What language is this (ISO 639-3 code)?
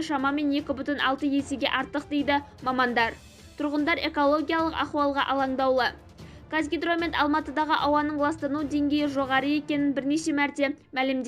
kaz